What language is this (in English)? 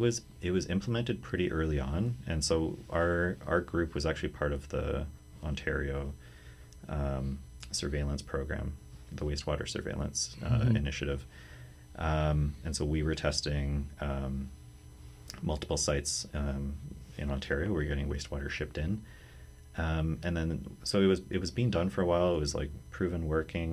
English